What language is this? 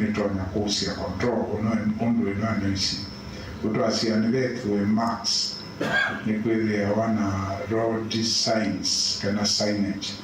Kamba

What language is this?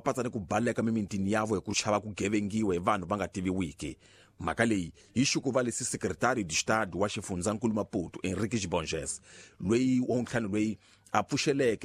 Tsonga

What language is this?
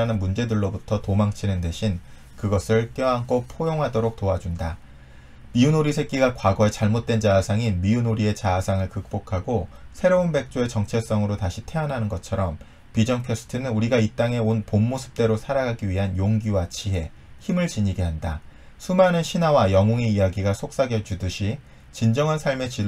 Korean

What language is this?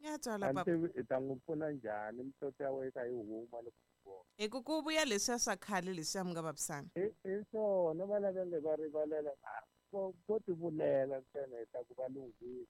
Tsonga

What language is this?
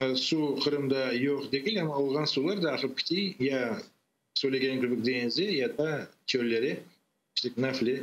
Crimean Tatar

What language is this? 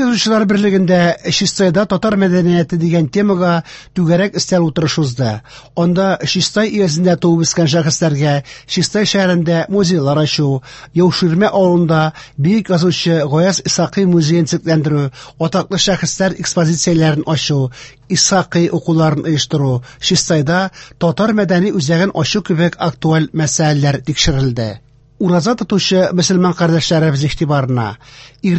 Tatar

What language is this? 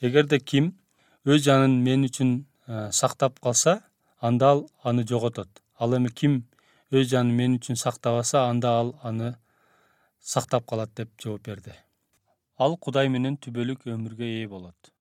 Kyrgyz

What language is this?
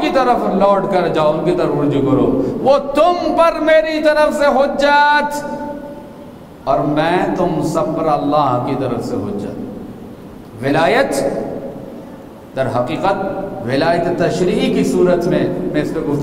Urdu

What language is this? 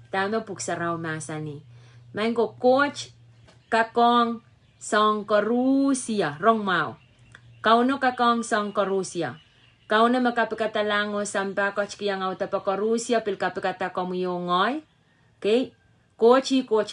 Pohnpeian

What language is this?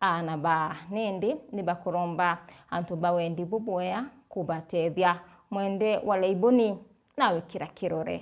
Meru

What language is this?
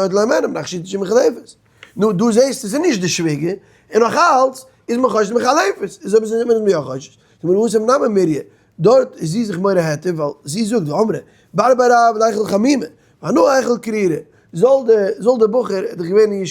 Yiddish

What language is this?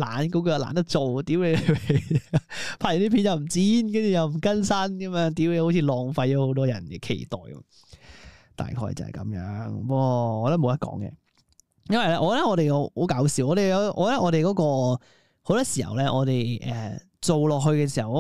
Cantonese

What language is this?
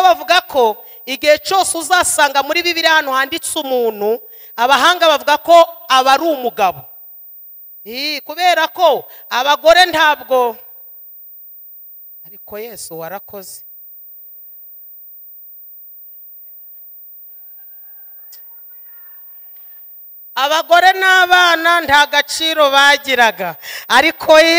Kinyarwanda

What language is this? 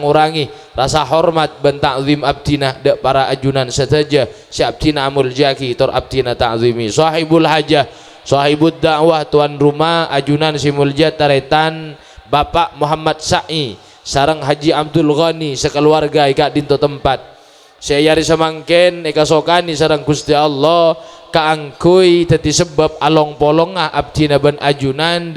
Madurese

